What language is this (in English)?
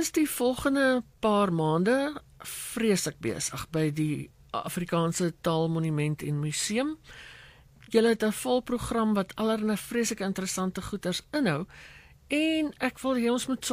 Afrikaans